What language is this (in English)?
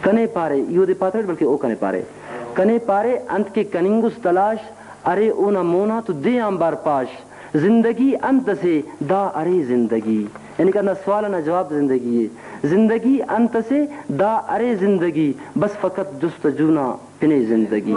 Brahui